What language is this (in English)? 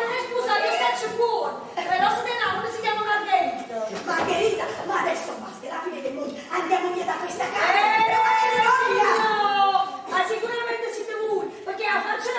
Neapolitan